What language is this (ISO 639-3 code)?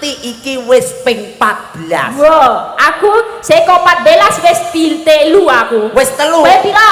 jav